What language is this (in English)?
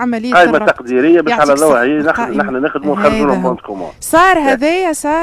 Tunisian Arabic